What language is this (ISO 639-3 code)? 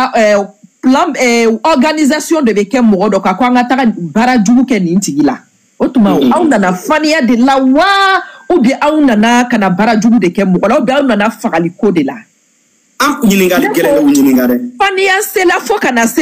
bam